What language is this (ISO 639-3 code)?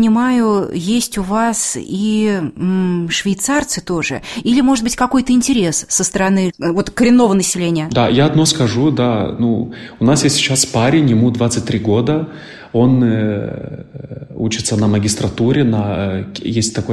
rus